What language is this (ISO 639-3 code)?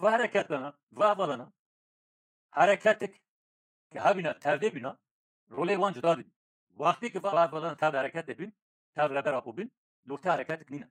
kur